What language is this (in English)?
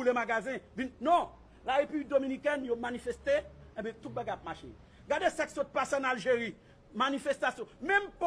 Haitian Creole